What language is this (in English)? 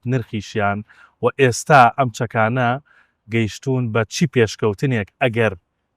Central Kurdish